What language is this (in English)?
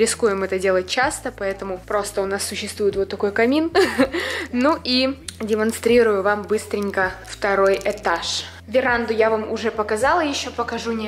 Russian